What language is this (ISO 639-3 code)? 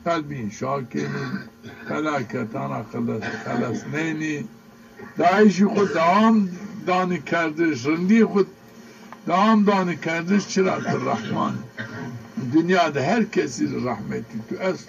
zza